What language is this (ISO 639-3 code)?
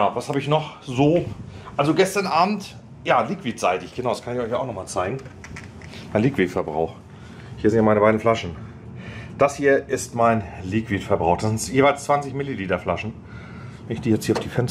deu